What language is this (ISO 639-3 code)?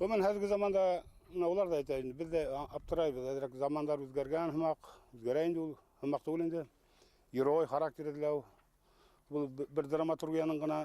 bak